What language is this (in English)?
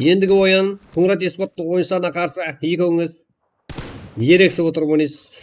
Kara-Kalpak